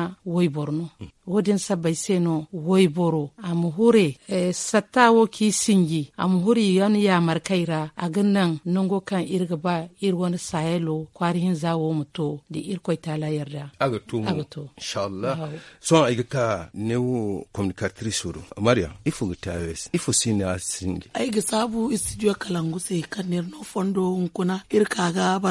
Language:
Zarma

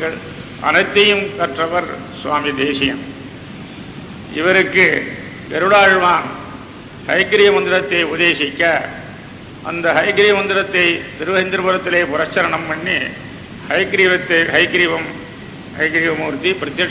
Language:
Tamil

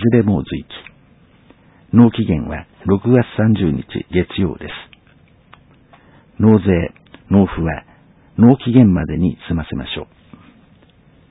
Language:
Japanese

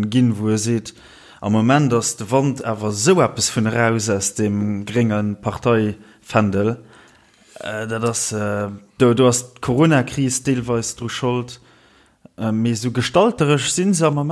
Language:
Luxembourgish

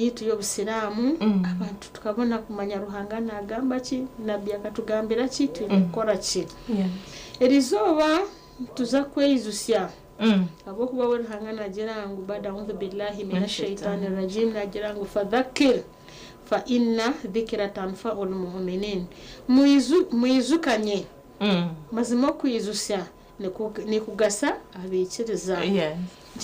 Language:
Nyankole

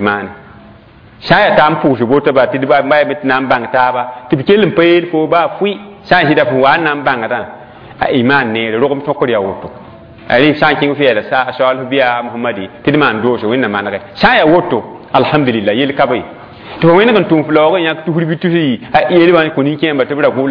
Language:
Mossi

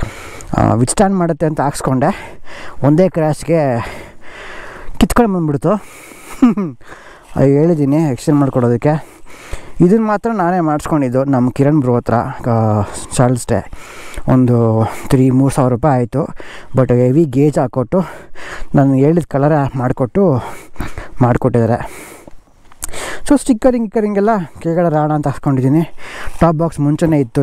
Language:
Kannada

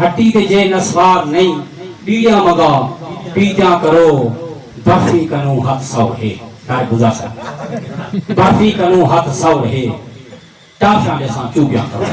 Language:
Saraiki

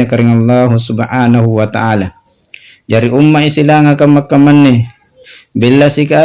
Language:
Makasar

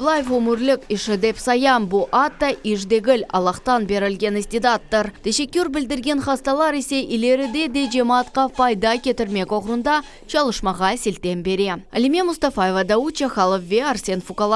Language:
Crimean Tatar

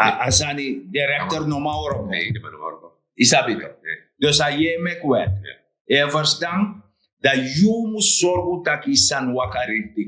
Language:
Sranan Tongo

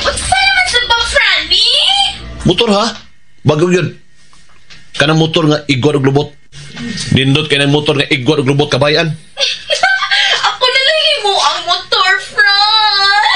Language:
Cebuano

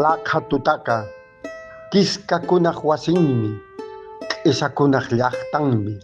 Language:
Quechua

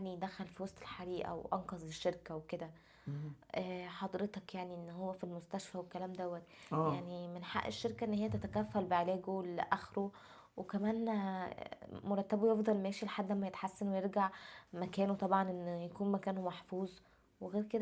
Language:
Egyptian Arabic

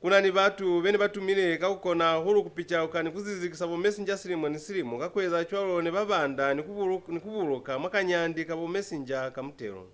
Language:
Lozi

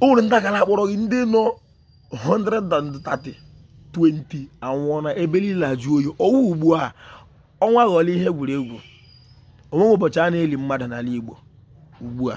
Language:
Igbo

